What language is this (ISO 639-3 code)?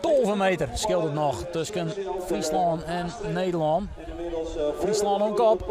fry